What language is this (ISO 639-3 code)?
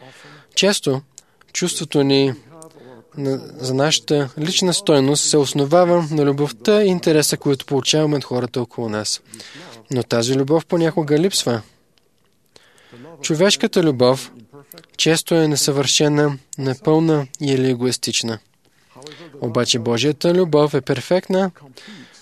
bul